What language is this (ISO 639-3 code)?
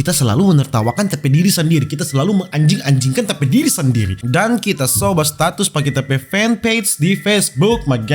xmm